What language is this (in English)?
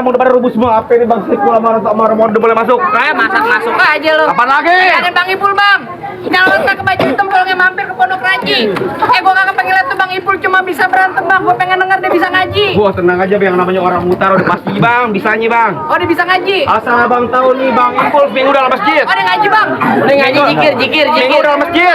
Betawi